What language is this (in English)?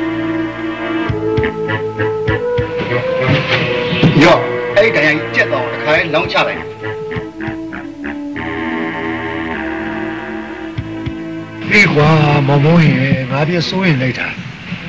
Burmese